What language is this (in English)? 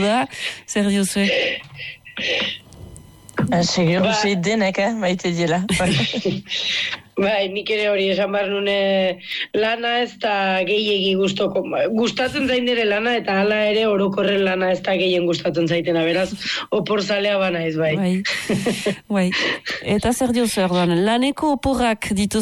Basque